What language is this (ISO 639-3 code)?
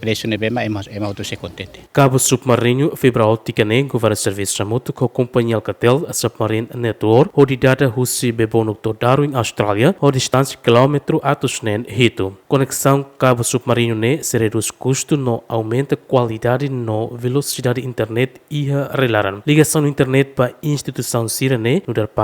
tet